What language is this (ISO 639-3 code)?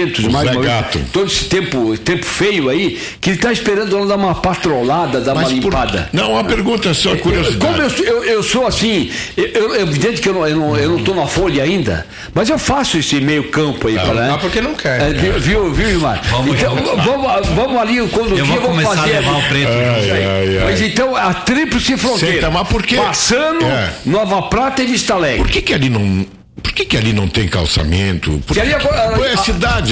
por